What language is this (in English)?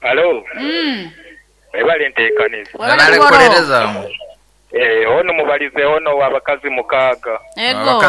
Nyankole